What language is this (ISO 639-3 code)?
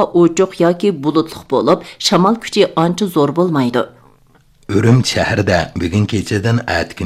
uig